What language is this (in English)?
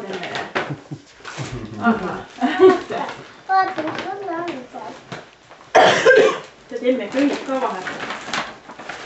Estonian